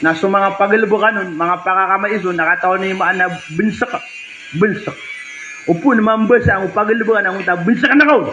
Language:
Maranao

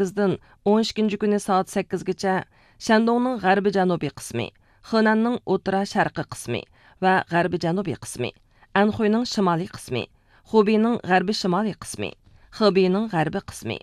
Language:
Uyghur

